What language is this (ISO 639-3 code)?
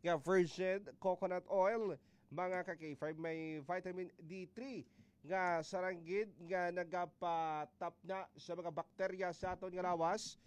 hil